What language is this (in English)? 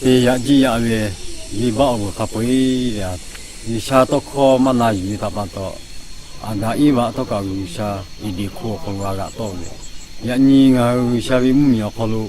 Lahu